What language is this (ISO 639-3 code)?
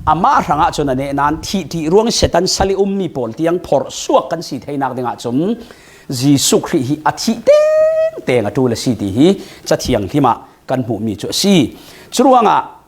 cfm